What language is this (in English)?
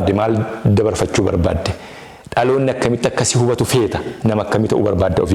Oromo